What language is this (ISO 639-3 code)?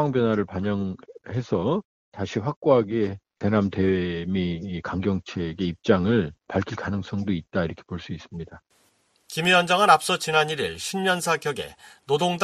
kor